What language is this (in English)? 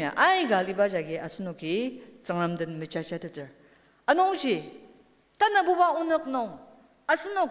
Ao Naga